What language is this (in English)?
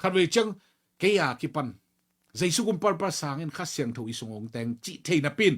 Tedim Chin